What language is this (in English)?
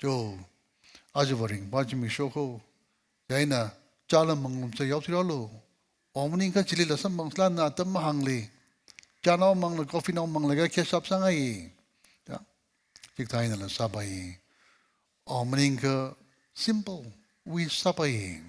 Tangkhul Naga (India)